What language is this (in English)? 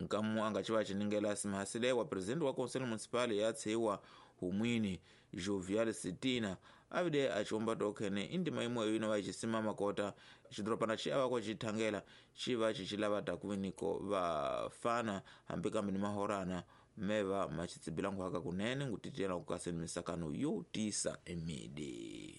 Tsonga